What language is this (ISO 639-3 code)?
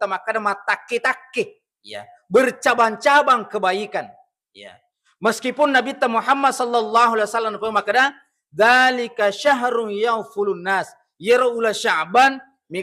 bug